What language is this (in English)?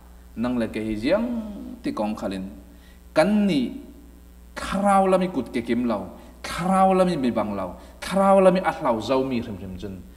Falam Chin